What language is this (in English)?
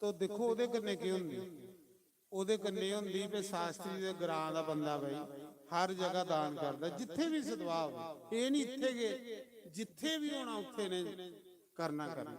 Dogri